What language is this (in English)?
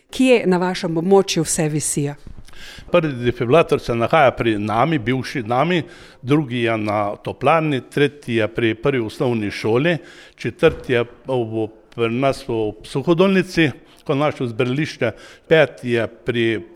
Slovenian